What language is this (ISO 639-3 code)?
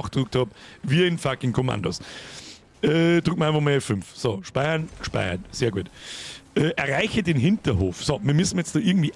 bar